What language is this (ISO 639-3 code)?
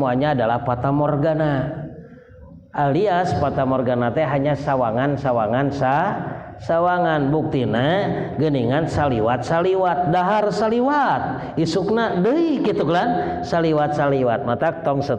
sun